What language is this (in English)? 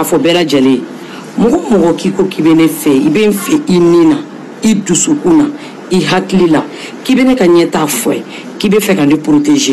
Bambara